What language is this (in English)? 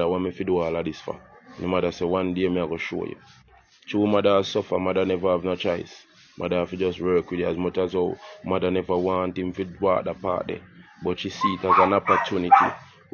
Jamaican Creole English